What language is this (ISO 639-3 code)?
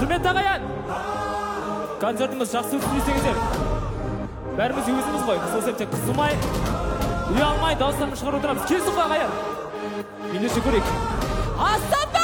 kaz